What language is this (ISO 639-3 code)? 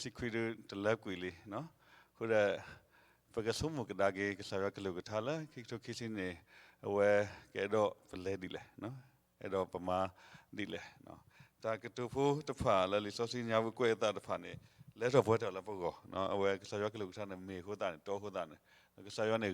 ksw